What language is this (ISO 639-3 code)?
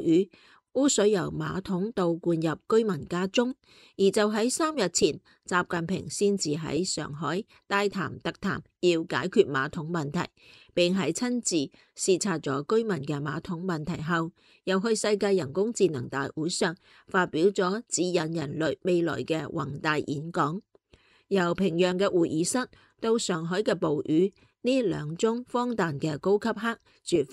yue